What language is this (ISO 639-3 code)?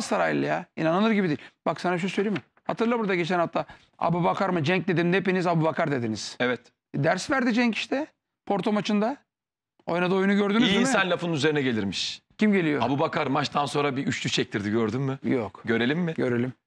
tur